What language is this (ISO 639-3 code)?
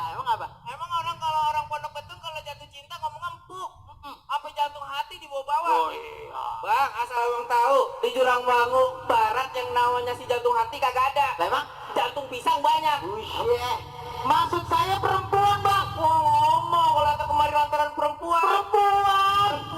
bew